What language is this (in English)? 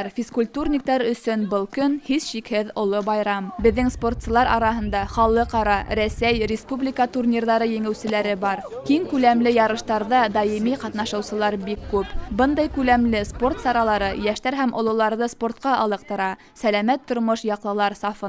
Bashkir